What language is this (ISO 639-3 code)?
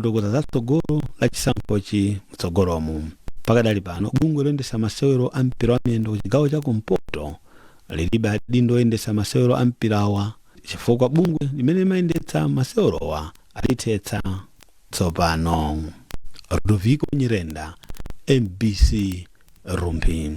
nya